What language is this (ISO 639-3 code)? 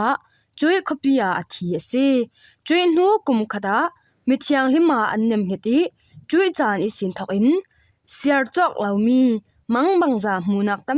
cfm